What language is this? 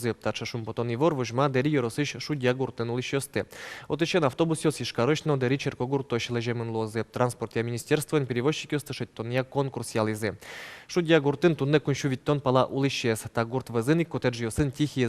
Udmurt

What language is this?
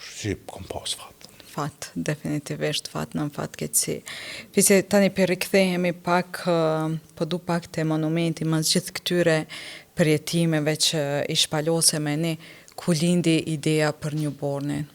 Albanian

